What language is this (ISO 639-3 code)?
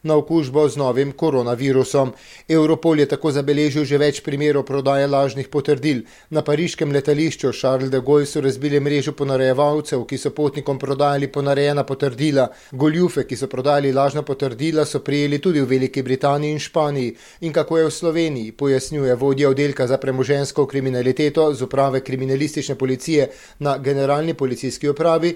slv